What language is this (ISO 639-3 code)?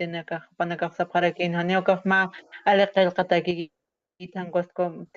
aym